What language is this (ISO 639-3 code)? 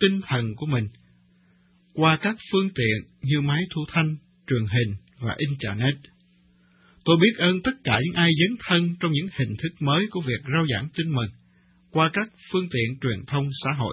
vie